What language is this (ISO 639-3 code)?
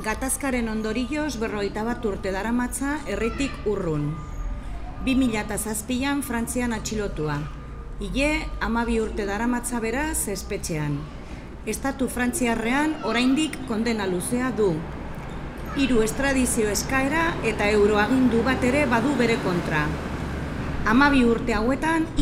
eus